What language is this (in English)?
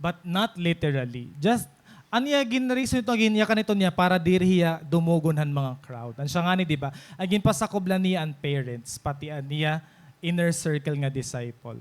Waray